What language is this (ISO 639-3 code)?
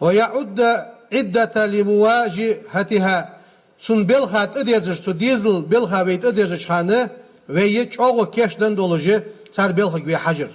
inh